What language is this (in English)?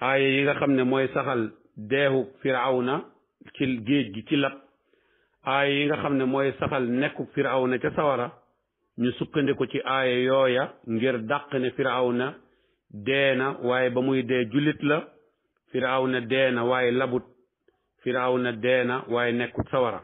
Wolof